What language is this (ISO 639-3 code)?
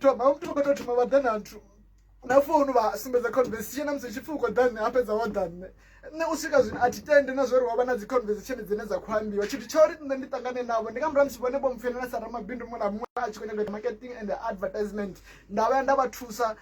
ven